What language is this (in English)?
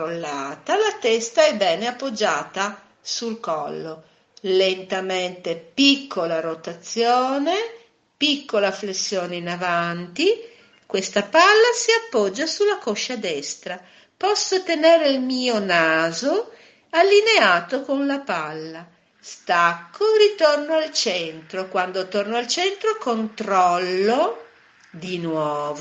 Italian